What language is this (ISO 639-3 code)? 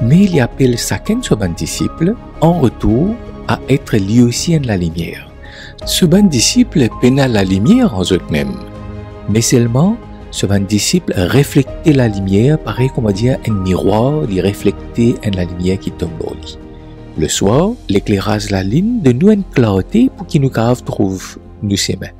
mfe